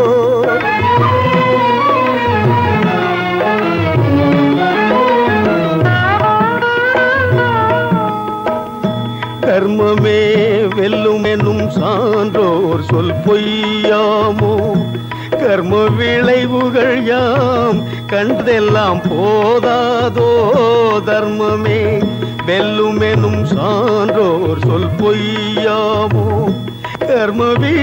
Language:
Tamil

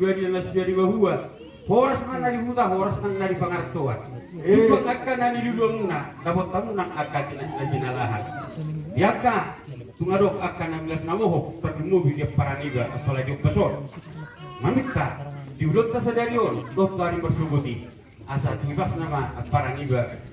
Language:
Batak Toba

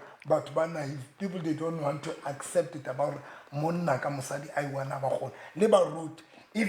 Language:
Southern Sotho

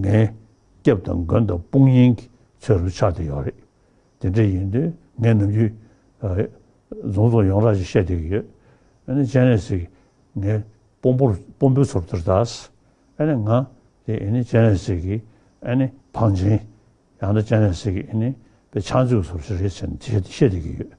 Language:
Tibetan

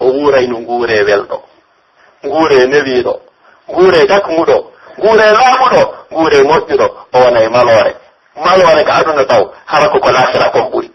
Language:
Pular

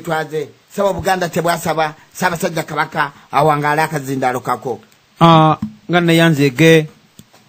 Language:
Ganda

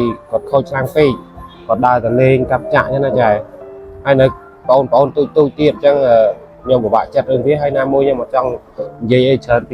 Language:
Khmer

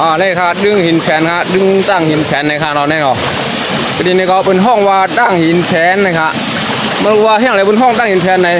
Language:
Shan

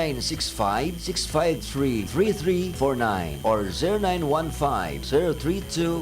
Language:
Bikol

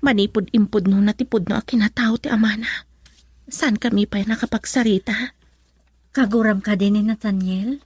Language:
Iloko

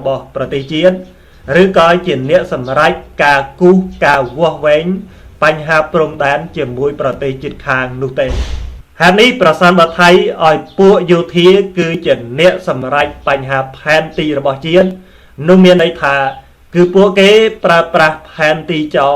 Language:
Khmer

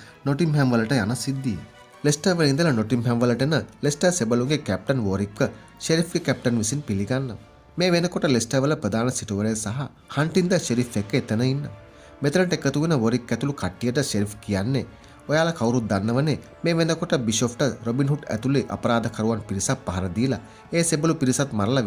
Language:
Sinhala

